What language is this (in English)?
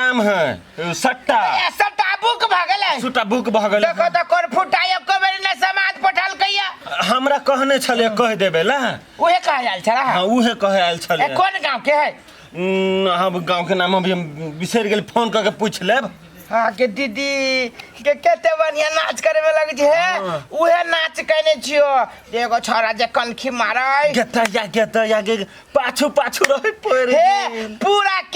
Maithili